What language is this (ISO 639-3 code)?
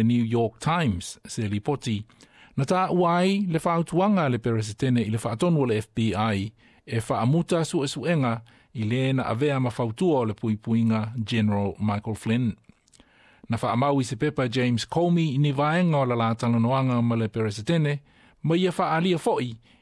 smo